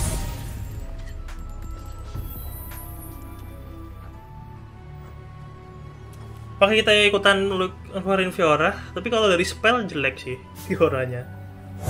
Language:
Indonesian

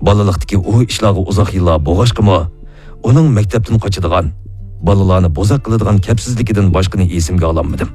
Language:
Uyghur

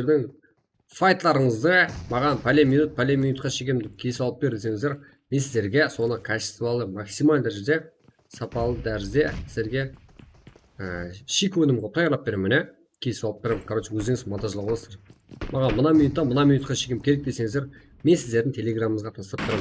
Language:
Kara-Kalpak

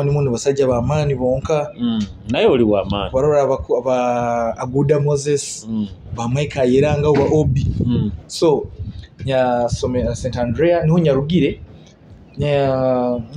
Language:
Nyoro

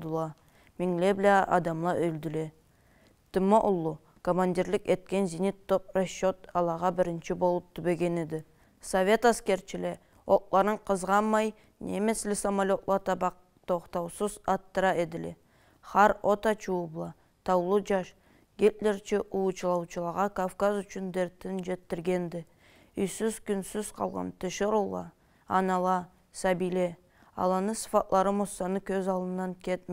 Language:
Karachay-Balkar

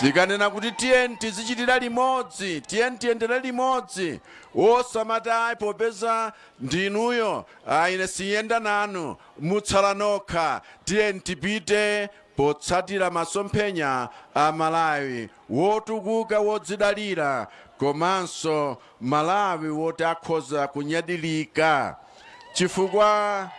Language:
Nyanja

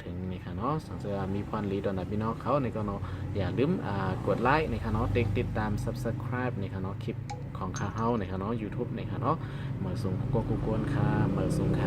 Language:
Shan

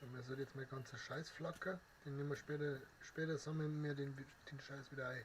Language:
Bavarian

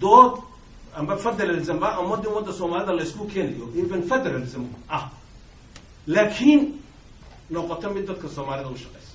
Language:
Somali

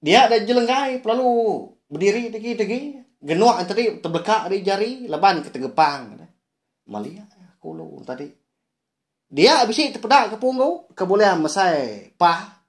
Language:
Iban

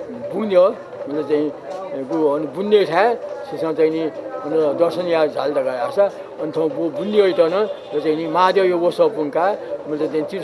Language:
Newari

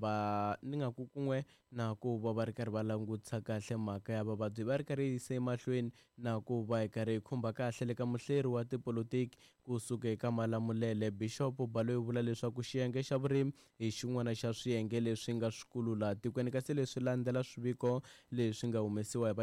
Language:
Tsonga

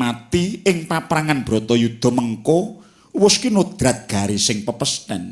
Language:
Javanese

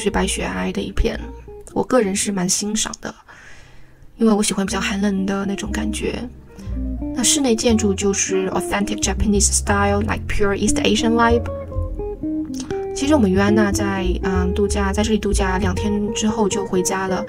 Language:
Chinese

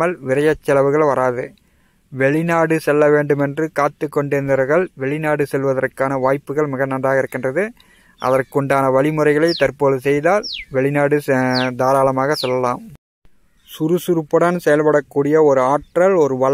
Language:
Tamil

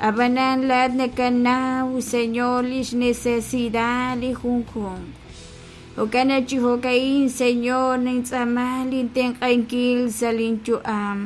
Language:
Kekchí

